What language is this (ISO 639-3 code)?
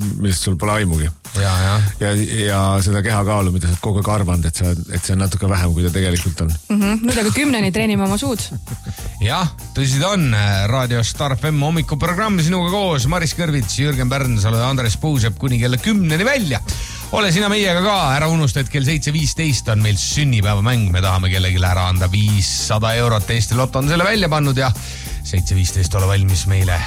est